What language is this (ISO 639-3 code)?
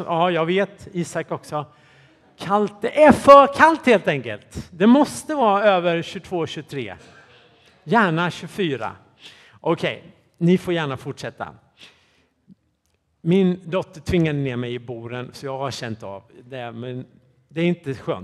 swe